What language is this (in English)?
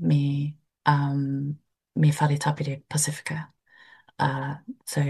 Māori